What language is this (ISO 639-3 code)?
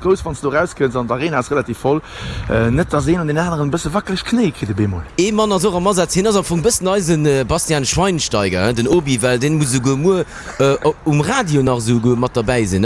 ltz